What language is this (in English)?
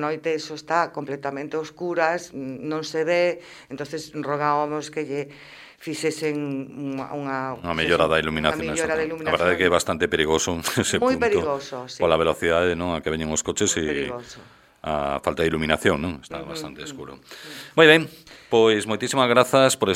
Galician